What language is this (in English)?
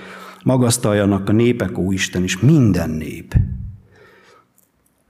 Hungarian